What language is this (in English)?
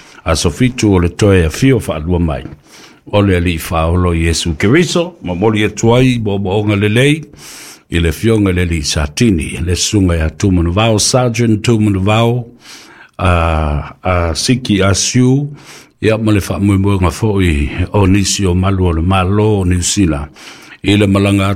Samoan